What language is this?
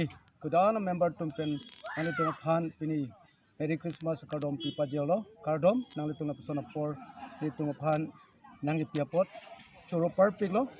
Karbi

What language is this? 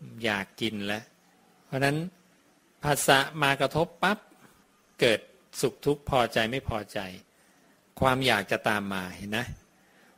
Thai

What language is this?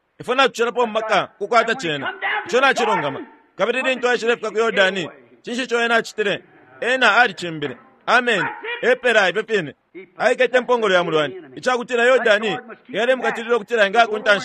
Bemba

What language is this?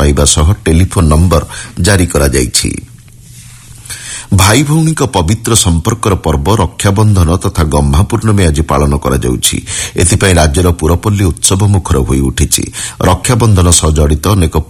Odia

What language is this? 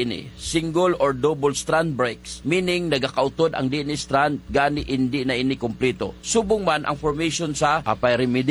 Hiligaynon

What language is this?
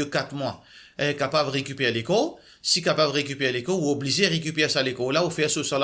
Morisyen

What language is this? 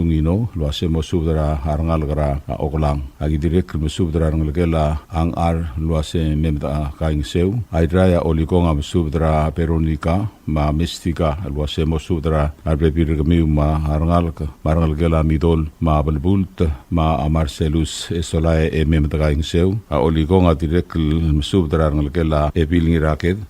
Palauan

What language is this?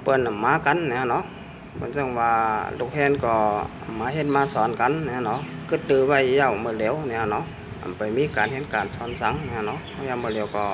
Shan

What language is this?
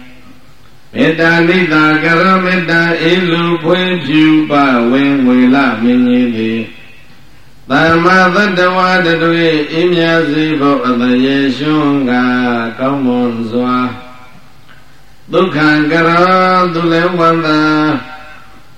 Burmese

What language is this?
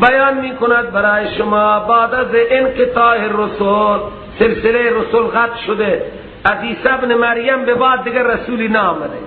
Persian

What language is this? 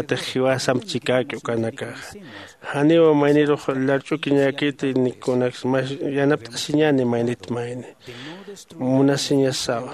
Aymara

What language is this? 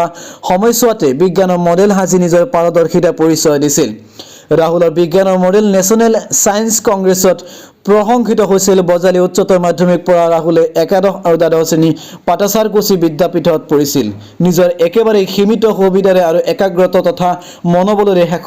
Assamese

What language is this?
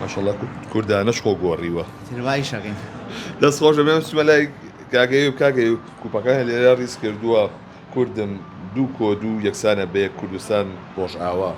Central Kurdish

